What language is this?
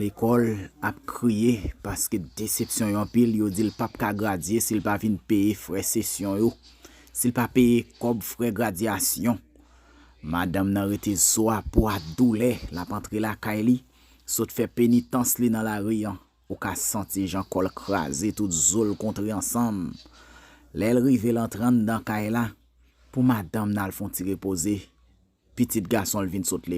Haitian Creole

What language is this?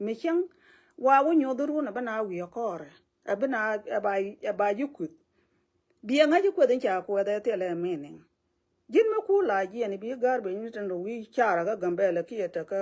Nuer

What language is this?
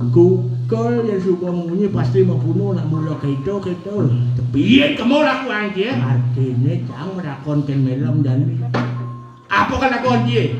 Balinese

